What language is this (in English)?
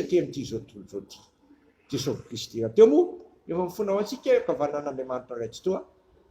Malagasy